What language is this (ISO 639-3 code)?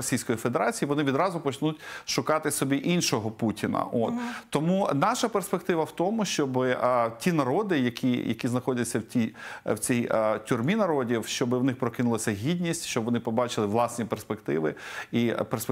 ukr